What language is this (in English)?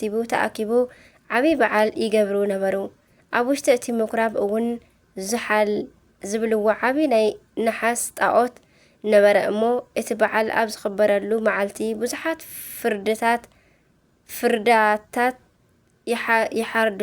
Tigrinya